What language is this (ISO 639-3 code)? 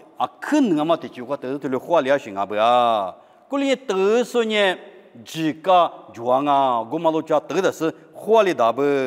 lis